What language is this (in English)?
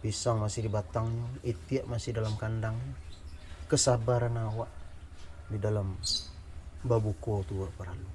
Minangkabau